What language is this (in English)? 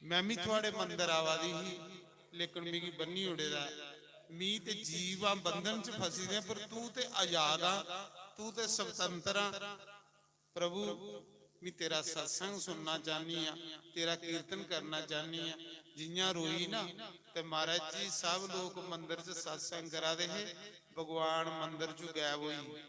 Dogri